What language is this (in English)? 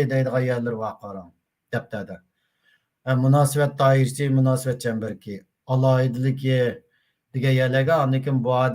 Uyghur